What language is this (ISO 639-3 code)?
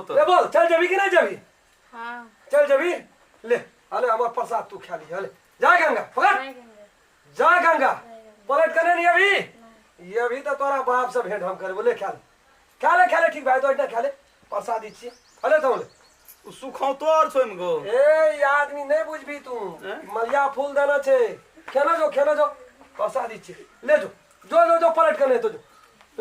mai